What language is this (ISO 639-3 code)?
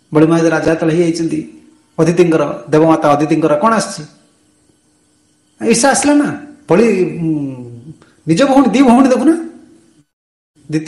ori